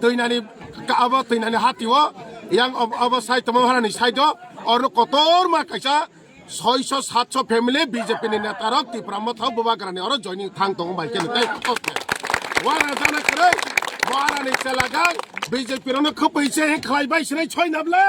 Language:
Kok Borok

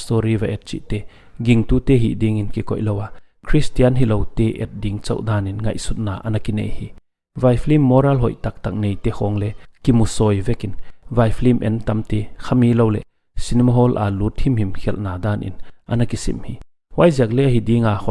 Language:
Paite Chin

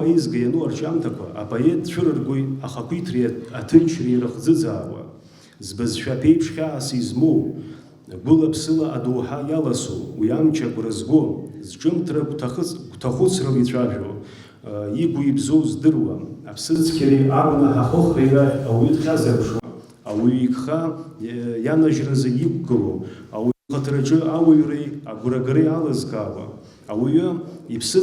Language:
Abkhazian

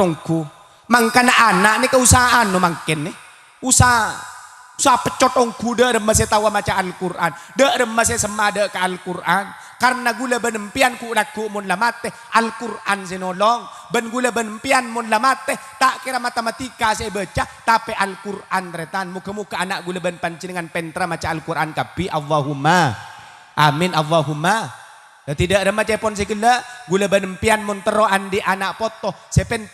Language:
Madurese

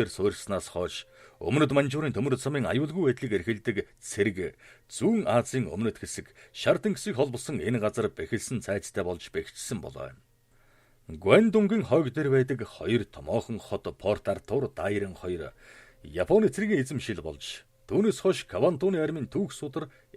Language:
Mongolian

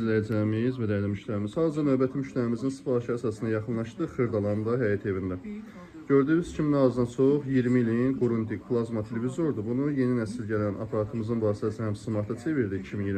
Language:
Azerbaijani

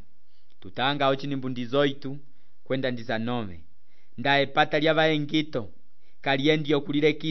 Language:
Umbundu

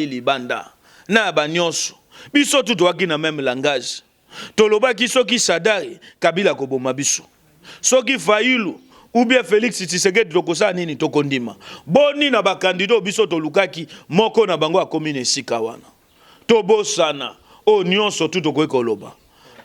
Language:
Lingala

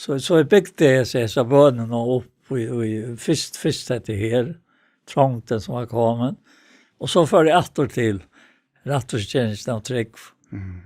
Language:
Faroese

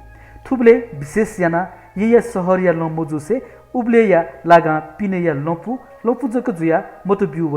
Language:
Newari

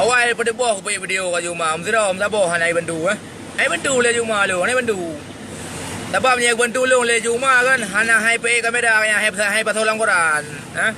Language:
Achinese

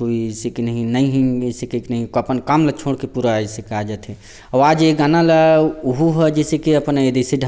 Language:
Chhattisgarhi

